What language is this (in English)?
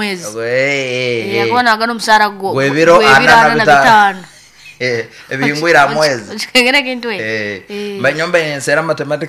Nyoro